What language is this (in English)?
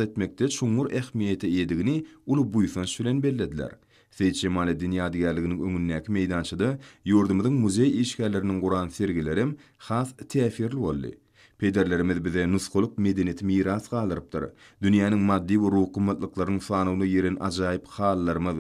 Turkmen